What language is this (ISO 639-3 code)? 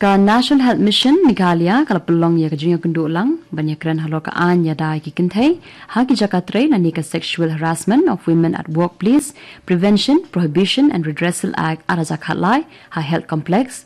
kha